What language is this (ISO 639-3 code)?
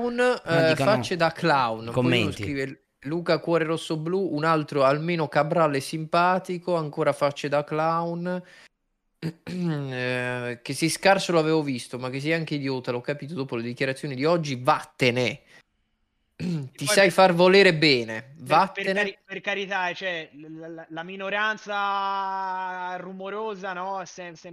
ita